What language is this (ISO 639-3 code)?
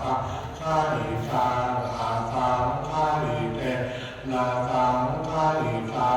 pli